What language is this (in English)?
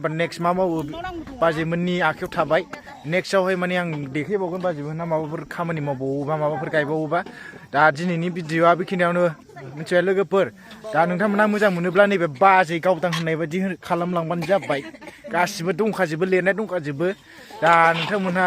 Bodo